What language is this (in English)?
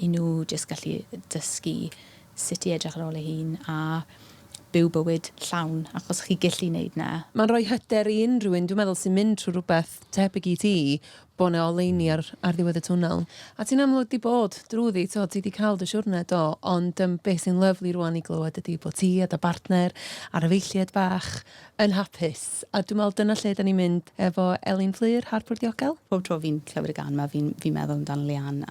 Welsh